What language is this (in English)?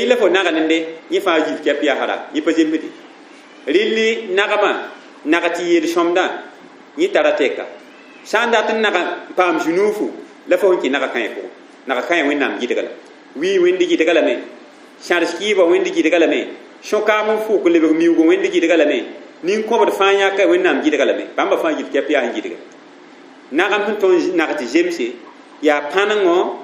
Mossi